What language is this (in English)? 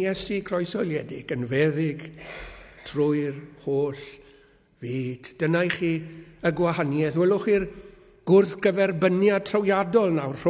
Welsh